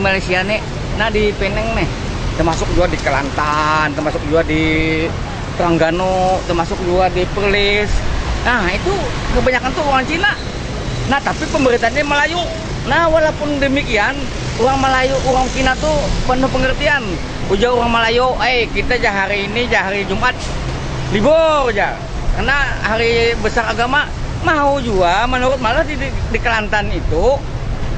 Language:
Banjar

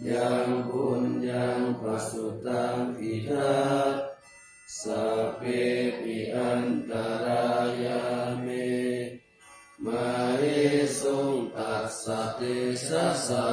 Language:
Pali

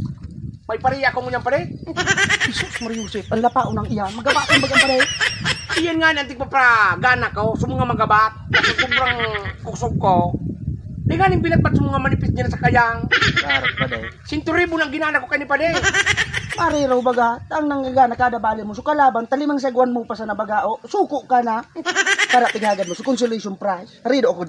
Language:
Bikol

